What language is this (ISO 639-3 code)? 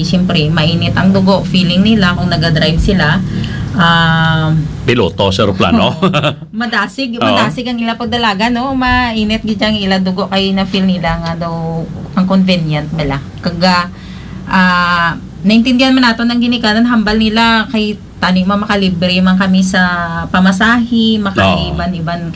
hil